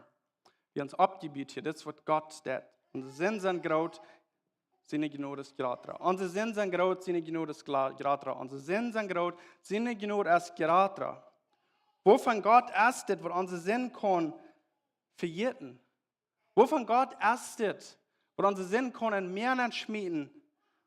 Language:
Plautdietsch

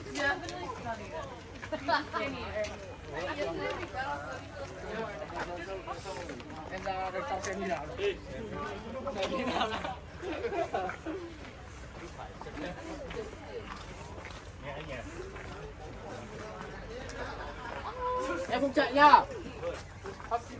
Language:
Vietnamese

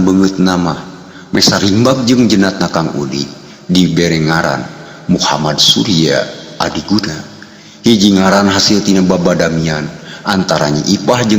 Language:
Sundanese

